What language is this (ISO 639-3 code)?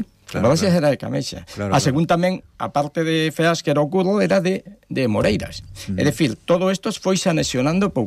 glg